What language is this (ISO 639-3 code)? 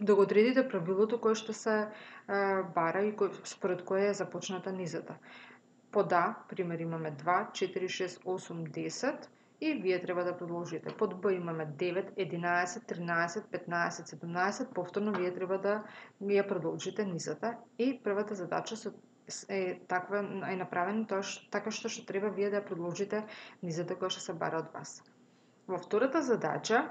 mkd